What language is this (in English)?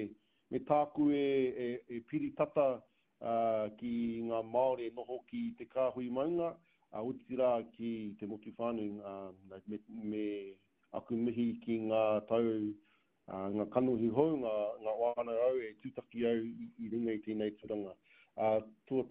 Māori